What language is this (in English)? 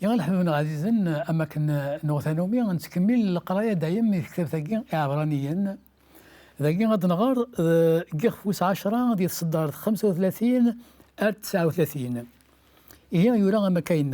Kabyle